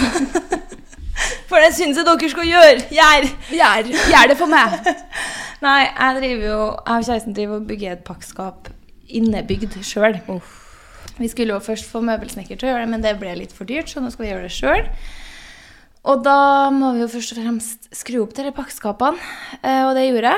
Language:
Norwegian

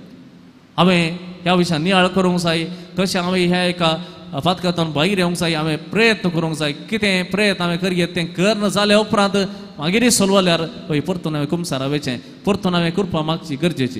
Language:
Konkani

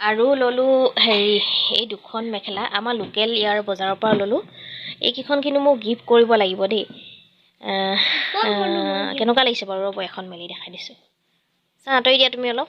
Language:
Assamese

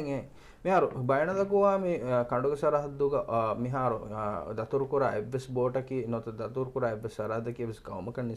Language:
Divehi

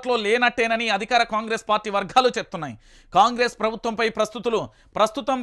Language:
Telugu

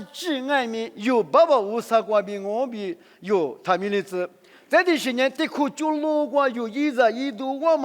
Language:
Lisu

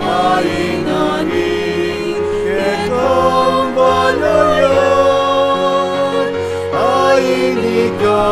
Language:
Pampanga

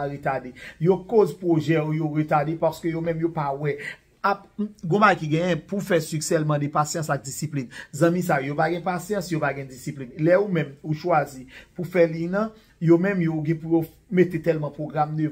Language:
Haitian Creole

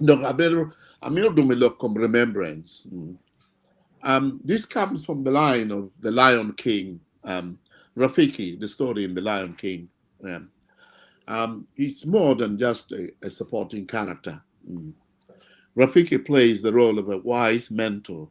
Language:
Acoli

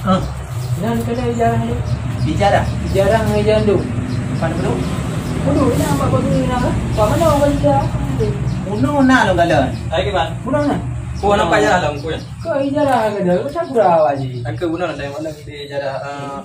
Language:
Achinese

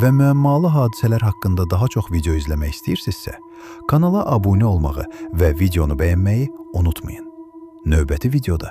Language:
Azerbaijani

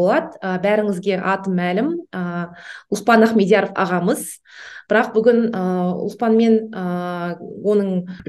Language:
Kazakh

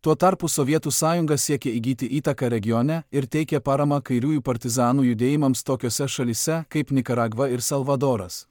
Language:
Lithuanian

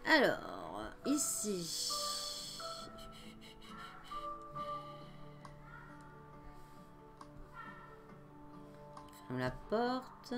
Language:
French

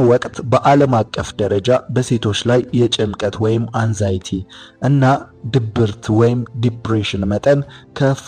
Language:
Amharic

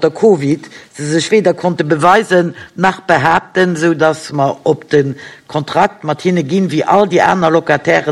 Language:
Luxembourgish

